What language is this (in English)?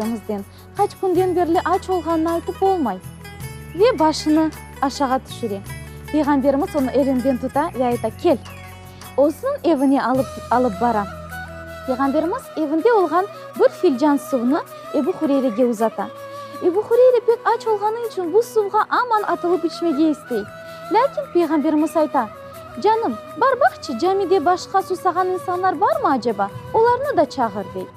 Crimean Tatar